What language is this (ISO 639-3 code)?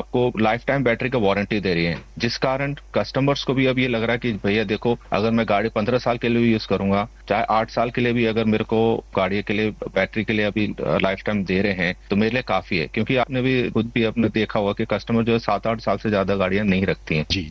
hin